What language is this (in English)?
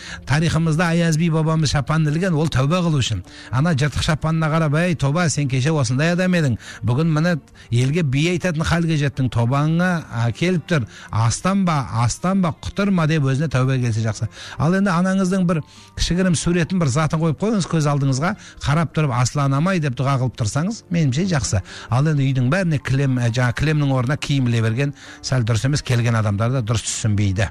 Kazakh